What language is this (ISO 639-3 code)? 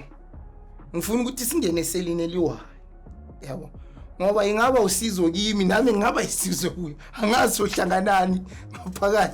zul